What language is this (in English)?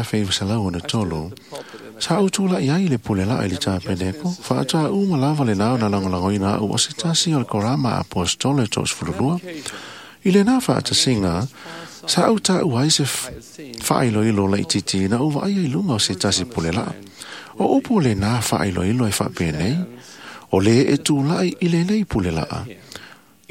Samoan